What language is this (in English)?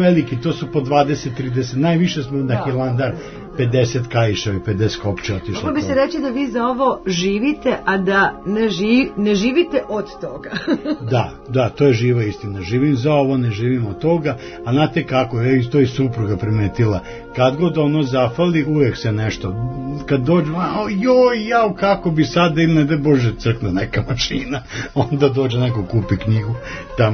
Serbian